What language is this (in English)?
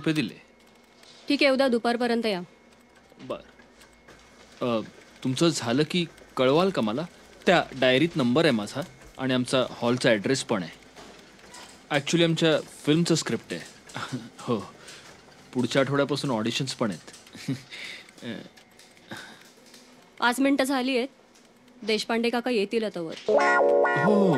Marathi